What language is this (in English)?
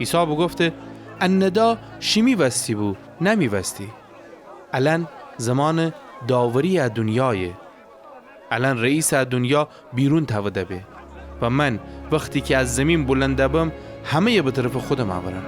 Gilaki